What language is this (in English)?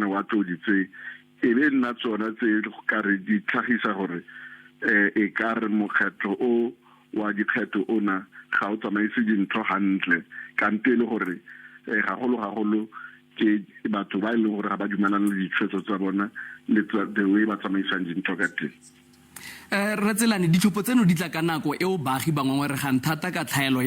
Tswana